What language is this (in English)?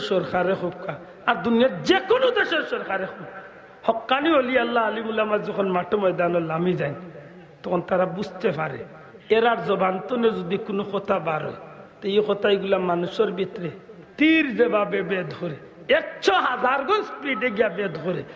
Sylheti